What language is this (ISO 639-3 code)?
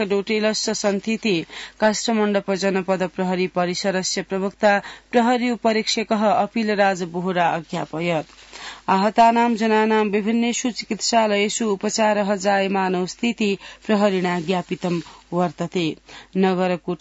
san